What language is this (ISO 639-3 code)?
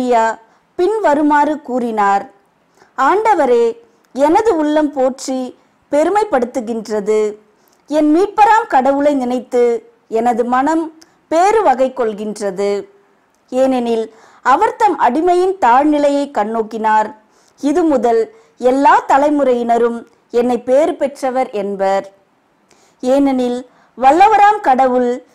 tam